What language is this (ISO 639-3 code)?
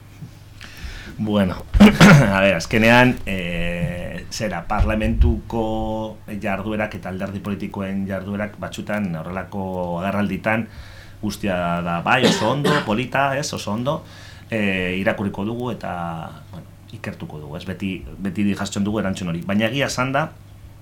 eus